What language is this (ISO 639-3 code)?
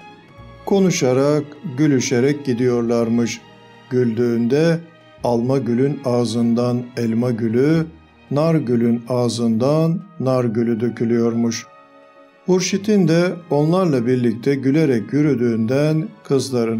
tur